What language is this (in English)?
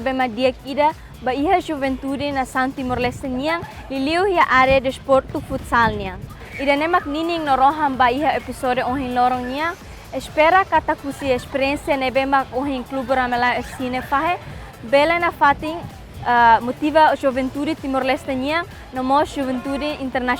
Tetum